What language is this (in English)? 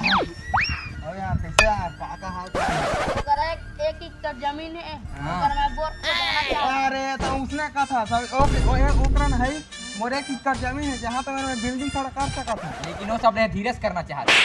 Chhattisgarhi